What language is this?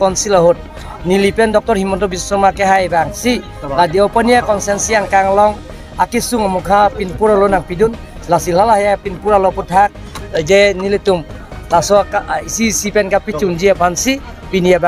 Karbi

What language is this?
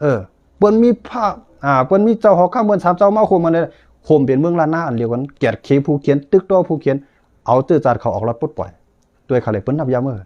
Shan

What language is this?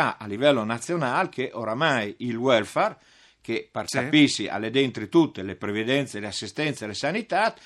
Friulian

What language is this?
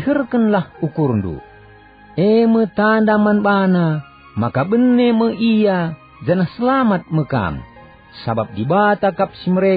Batak Karo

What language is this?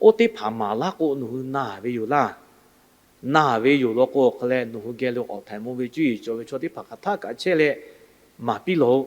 Lahu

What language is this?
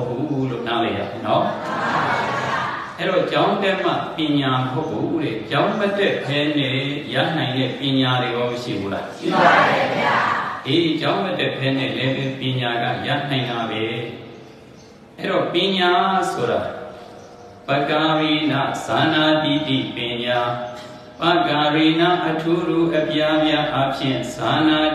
Burmese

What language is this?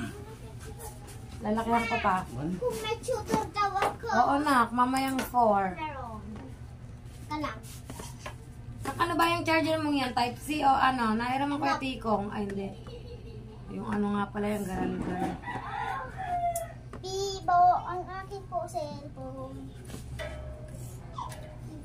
Filipino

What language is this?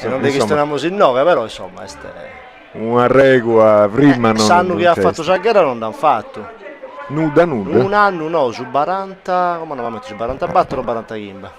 Sardinian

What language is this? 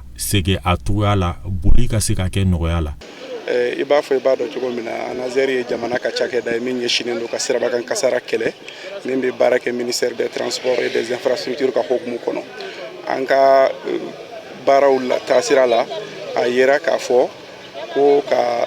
Bambara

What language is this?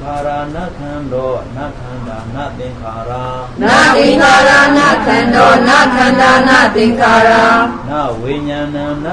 Burmese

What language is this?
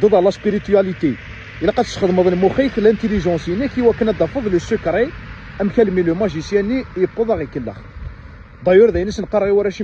Kabyle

